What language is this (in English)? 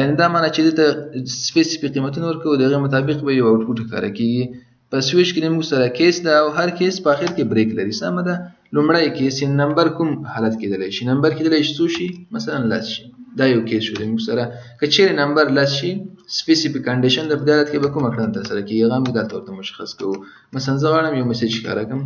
Pashto